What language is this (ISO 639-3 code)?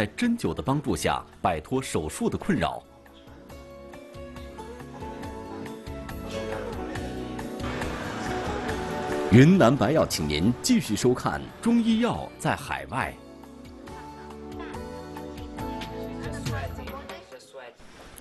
zho